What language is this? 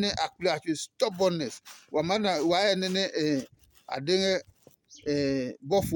Adangme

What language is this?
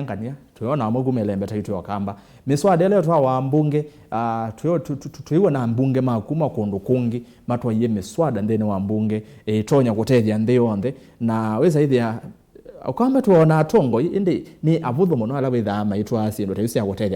Kamba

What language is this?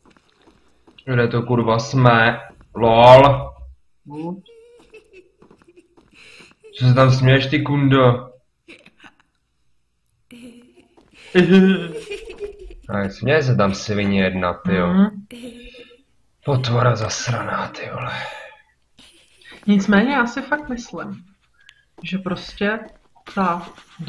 Czech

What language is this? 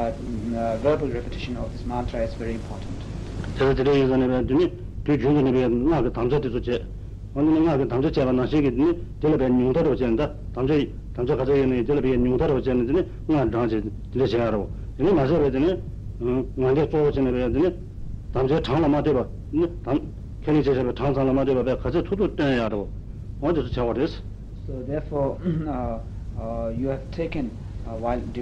Tibetan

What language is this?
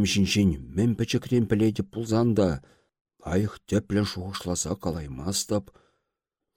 Chuvash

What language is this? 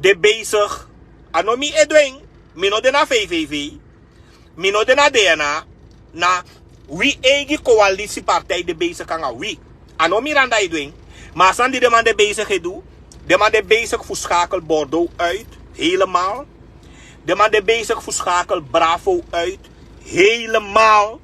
Sranan Tongo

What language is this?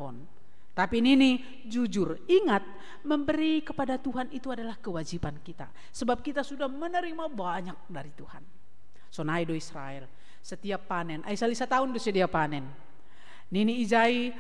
Batak Simalungun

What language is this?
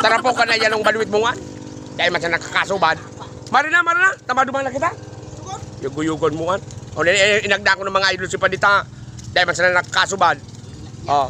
Bikol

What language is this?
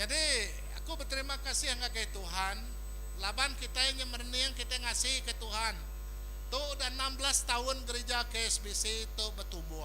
Iban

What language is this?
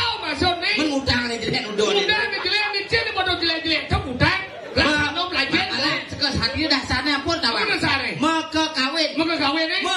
Balinese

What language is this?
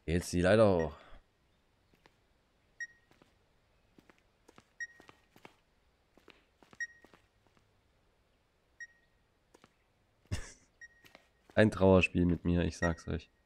German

